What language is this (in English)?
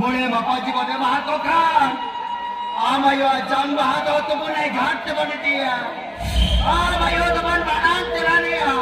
Santali